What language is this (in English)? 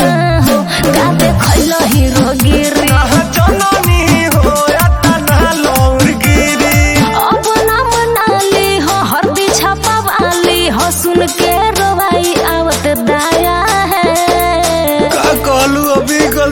Bhojpuri